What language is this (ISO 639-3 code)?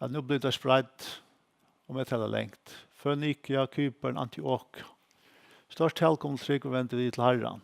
fao